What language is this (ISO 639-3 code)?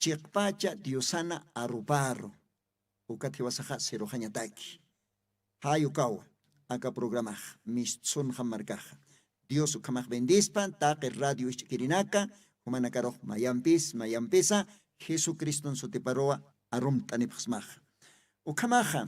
aym